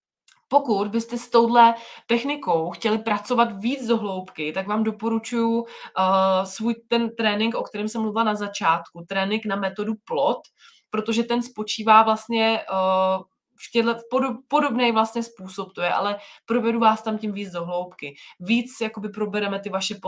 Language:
Czech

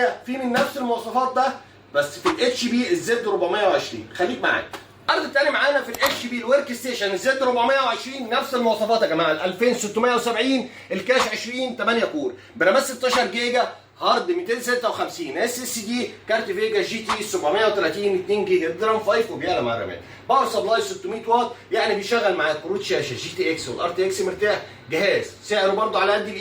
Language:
Egyptian Arabic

